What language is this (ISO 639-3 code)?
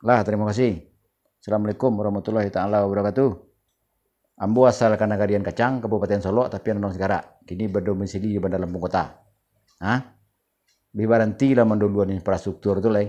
min